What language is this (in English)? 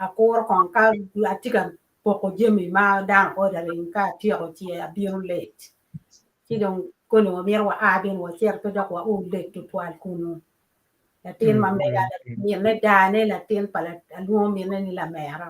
Acoli